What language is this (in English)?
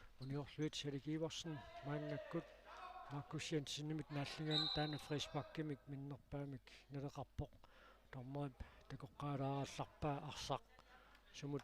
Kalaallisut